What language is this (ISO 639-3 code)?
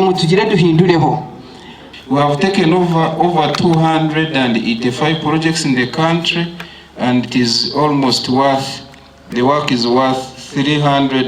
nyn